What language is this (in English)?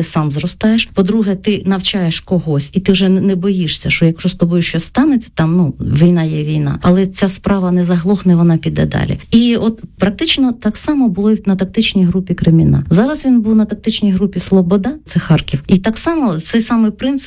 Ukrainian